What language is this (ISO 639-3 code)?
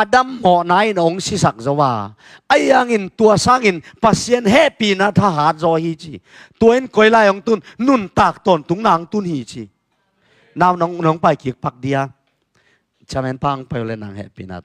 ctd